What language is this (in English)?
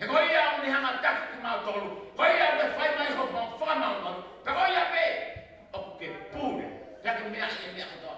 Tongan